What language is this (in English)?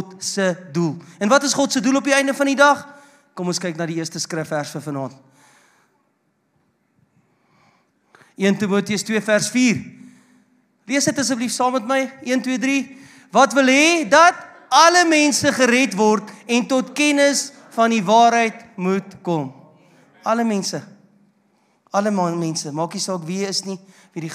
Afrikaans